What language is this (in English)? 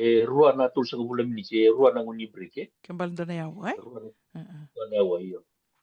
Fijian